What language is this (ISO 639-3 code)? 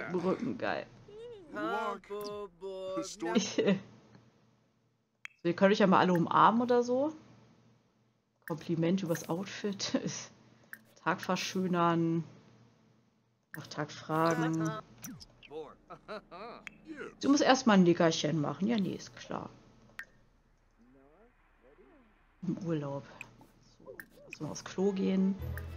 deu